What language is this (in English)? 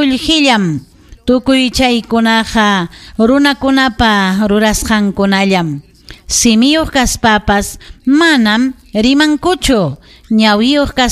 Ayacucho Quechua